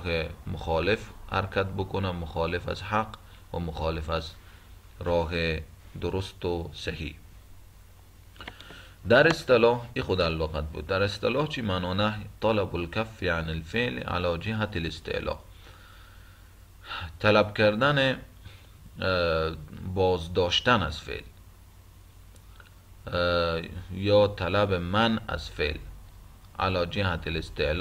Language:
Persian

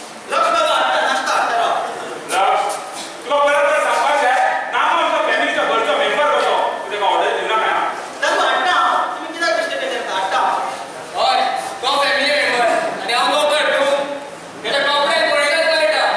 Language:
Konkani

